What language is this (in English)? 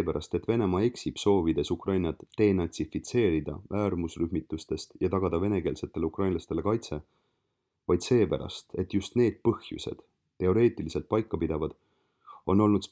Estonian